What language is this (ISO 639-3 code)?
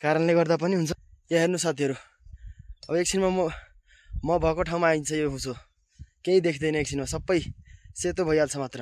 nep